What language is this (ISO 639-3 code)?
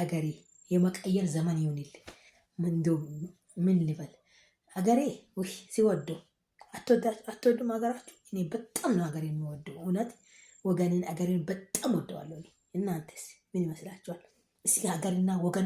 amh